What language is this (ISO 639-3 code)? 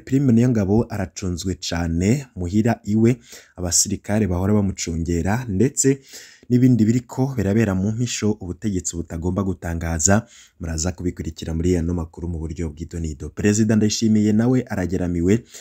run